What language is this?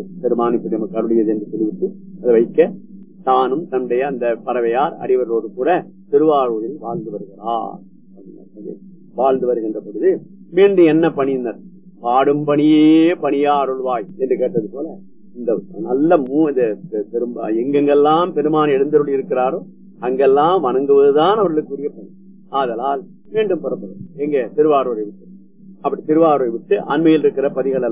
Tamil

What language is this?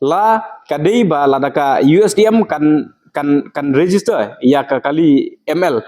Khasi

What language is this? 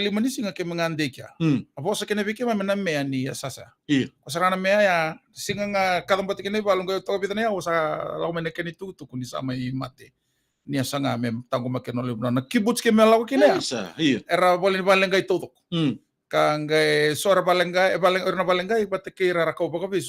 Fijian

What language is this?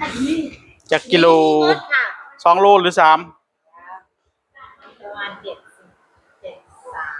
Northeastern Thai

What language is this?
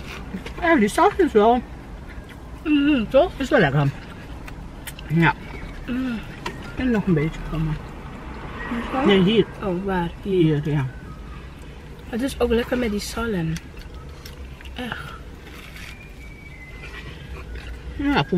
Dutch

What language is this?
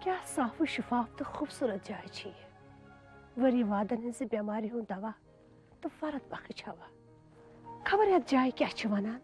Kashmiri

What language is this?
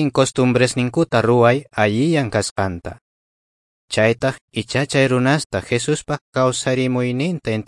South Bolivian Quechua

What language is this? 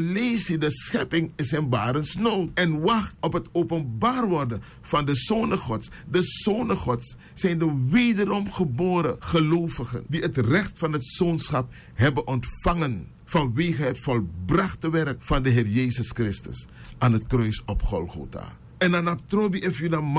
Sranan Tongo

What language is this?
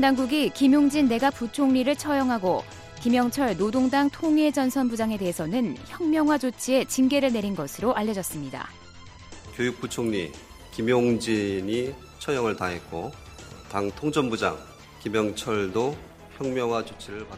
Korean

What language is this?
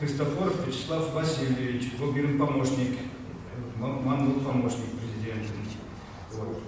Chuvash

